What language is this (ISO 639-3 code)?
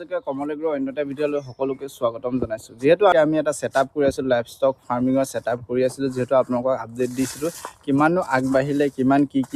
asm